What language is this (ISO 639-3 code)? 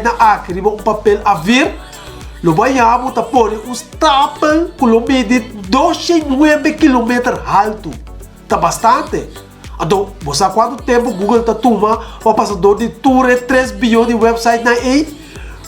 pap